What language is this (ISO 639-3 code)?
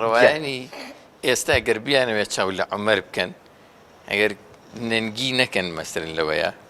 ckb